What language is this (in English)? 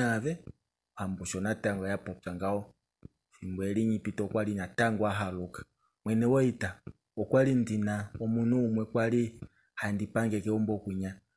Kuanyama